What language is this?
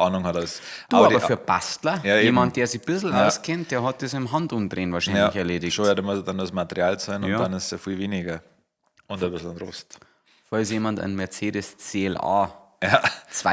Bavarian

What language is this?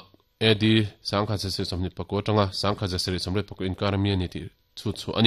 Mizo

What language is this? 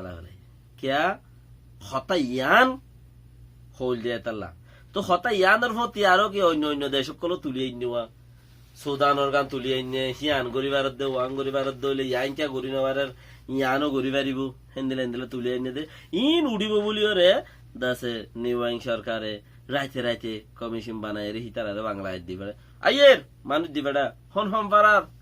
Rohingya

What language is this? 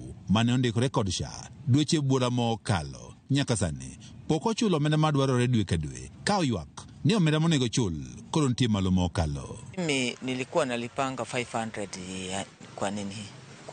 Luo (Kenya and Tanzania)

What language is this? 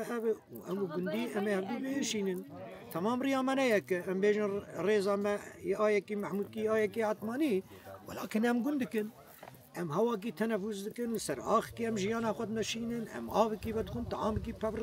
Kurdish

